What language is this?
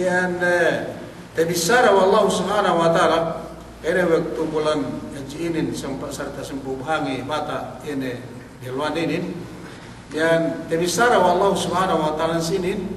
Yakan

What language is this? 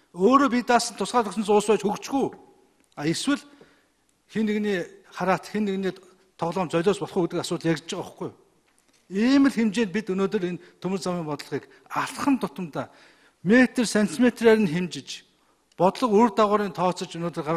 Mongolian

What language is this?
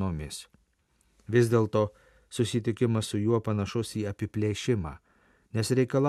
Lithuanian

